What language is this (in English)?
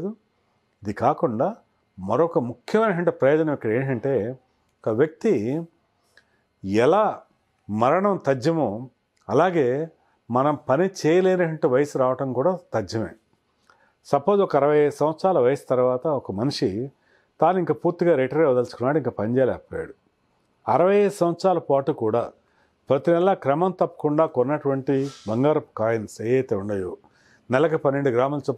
Telugu